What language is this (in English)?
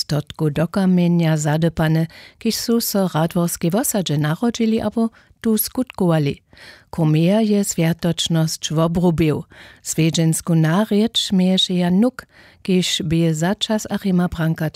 Upper Sorbian